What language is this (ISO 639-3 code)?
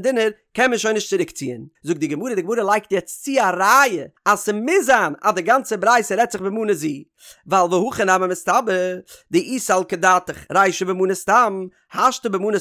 yid